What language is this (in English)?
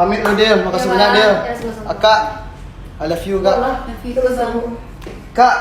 Minangkabau